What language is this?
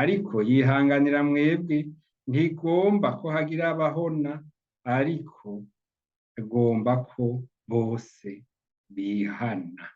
Rundi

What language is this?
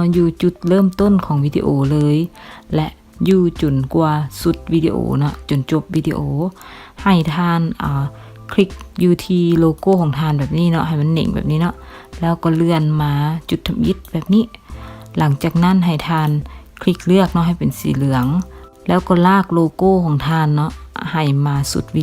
Lao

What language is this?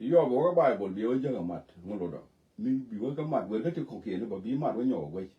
Nuer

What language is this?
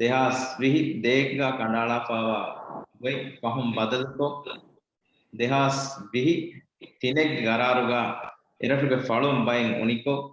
Divehi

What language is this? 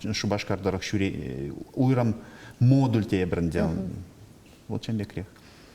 Chuvash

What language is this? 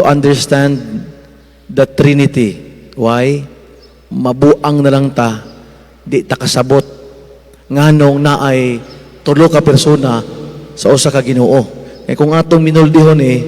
Cebuano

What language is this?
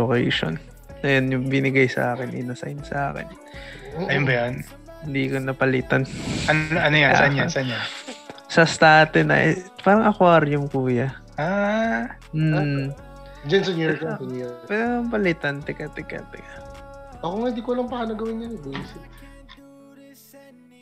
Filipino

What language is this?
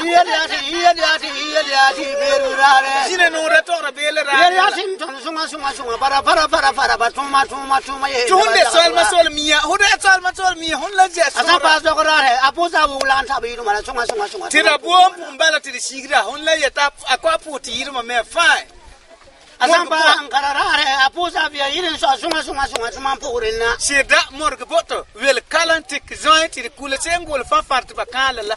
Frafra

